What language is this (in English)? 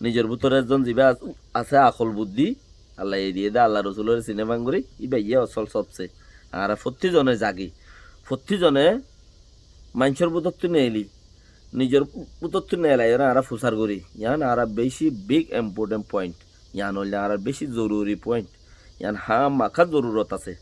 Rohingya